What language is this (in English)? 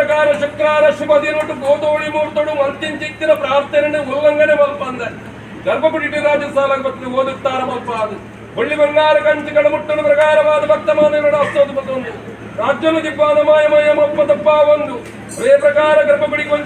Tulu